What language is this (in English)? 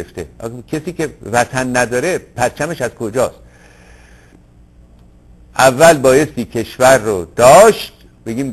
Persian